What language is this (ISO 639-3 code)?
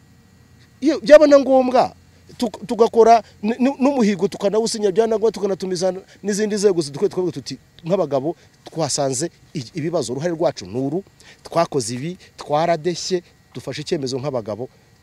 kin